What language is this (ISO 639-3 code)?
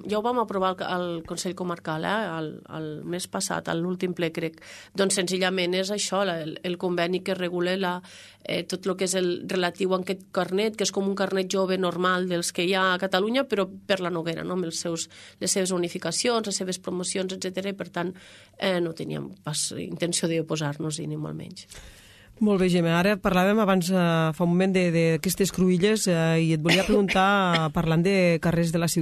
cat